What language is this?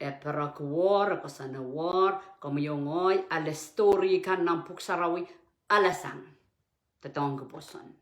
Pohnpeian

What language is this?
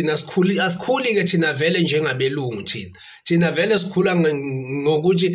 Zulu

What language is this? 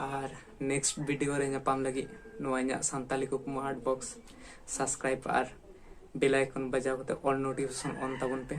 Santali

